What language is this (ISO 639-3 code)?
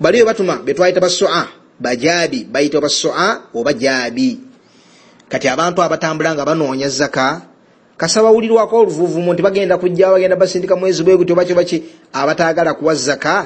lug